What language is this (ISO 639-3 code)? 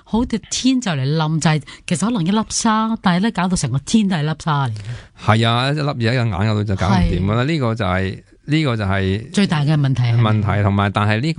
yue